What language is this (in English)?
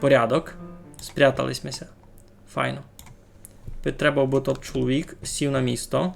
Rusyn